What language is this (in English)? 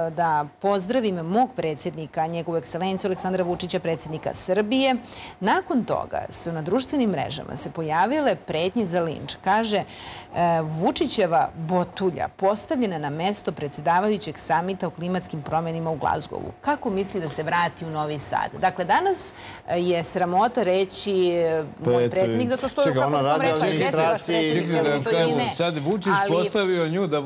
Serbian